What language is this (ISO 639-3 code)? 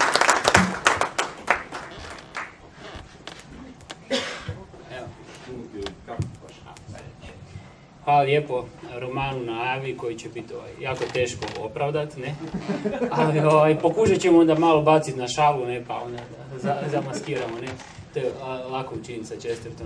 hrv